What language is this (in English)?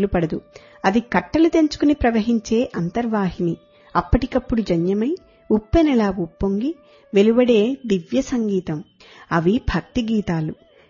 Telugu